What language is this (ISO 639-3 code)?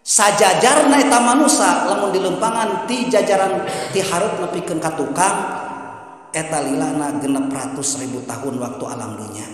sun